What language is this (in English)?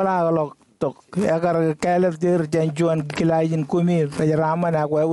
Marshallese